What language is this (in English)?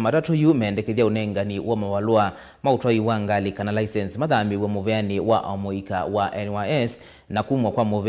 Kamba